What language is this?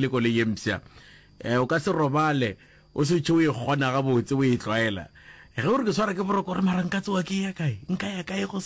Northern Sotho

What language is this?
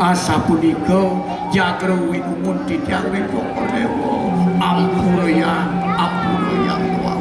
Balinese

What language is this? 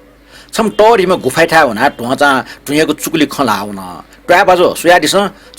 Newari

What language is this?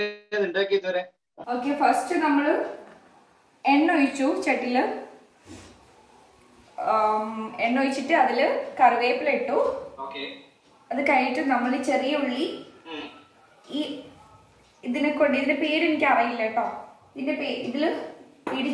Malayalam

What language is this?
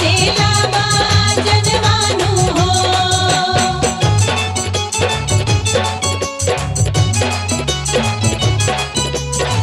Bhojpuri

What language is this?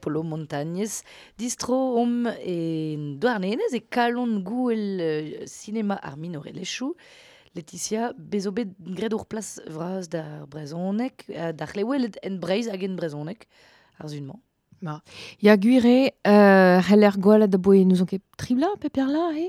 Breton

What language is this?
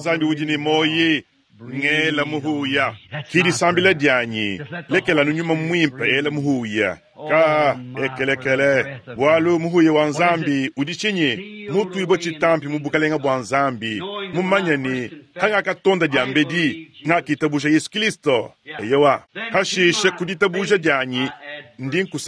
Luba-Lulua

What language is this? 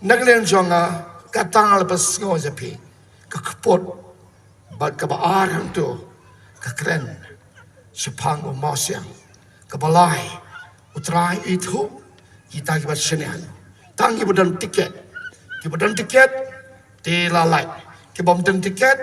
Khasi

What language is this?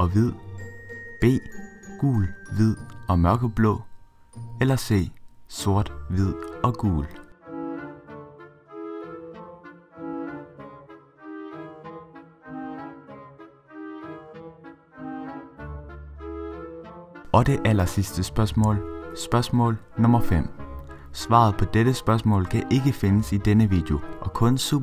Danish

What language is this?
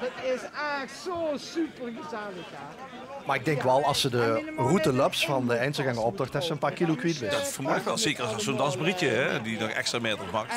Limburgish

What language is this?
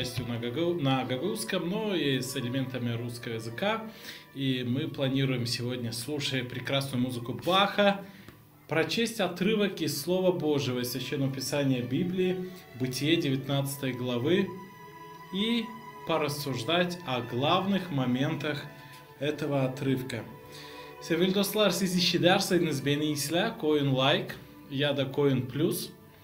Gagauz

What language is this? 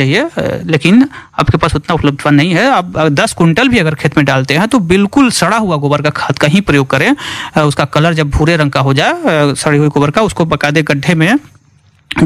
Hindi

